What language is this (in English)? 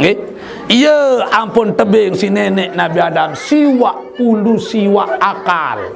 Sasak